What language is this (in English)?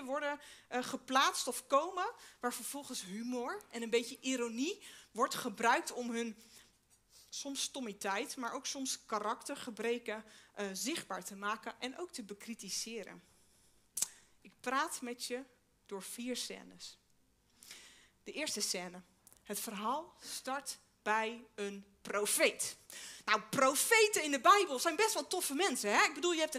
Dutch